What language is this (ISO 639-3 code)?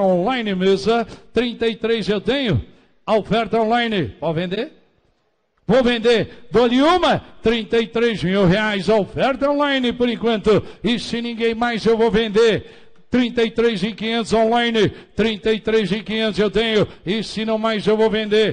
por